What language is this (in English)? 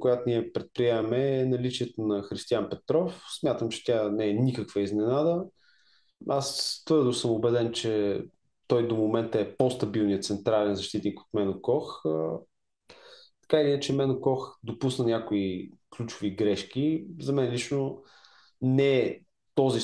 Bulgarian